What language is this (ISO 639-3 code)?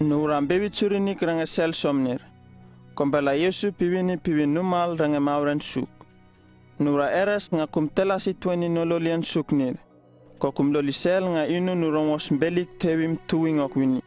upv